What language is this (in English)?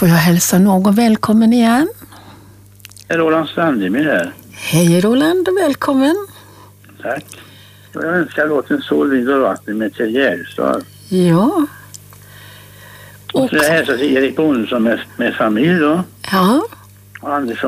Swedish